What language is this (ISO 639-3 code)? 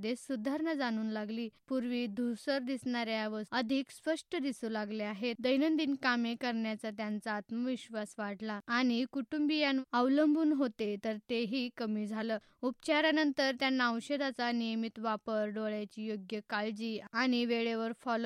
mar